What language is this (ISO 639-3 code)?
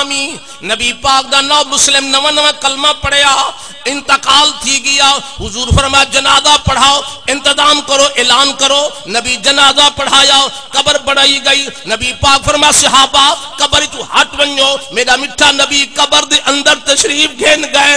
skr